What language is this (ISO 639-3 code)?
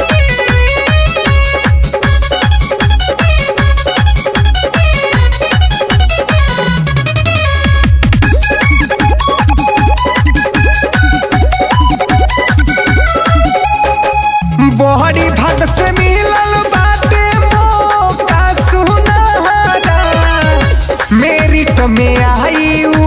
bho